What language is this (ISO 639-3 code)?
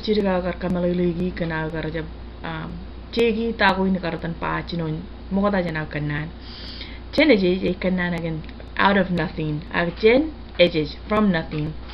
mah